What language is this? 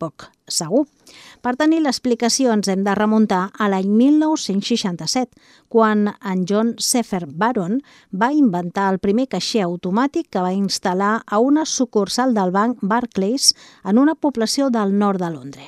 Catalan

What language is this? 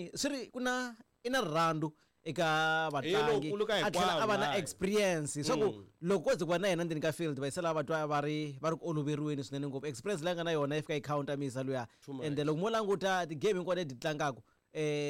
Tsonga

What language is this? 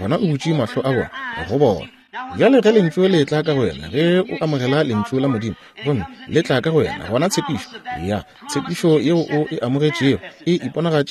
Northern Sotho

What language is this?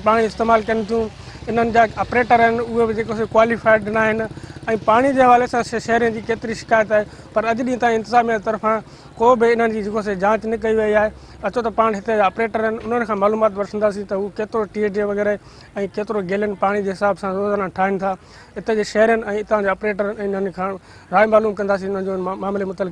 Sindhi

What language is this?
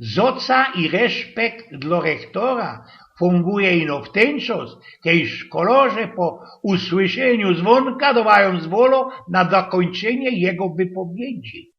Silesian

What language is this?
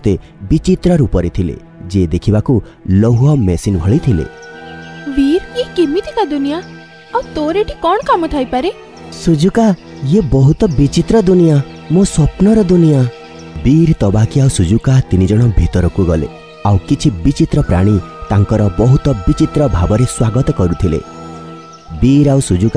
Odia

